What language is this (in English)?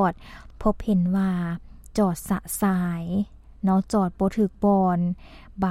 Lao